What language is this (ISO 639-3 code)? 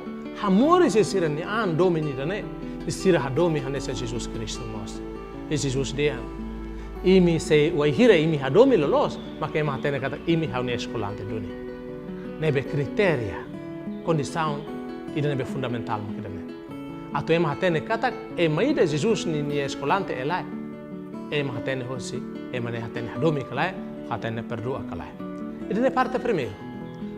tet